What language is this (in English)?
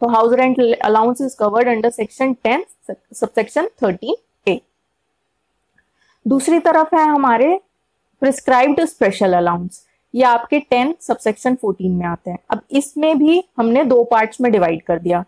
Hindi